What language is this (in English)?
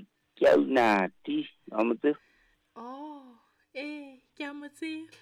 Southern Sotho